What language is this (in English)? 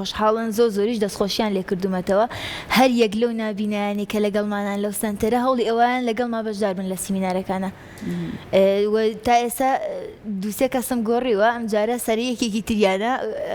Central Kurdish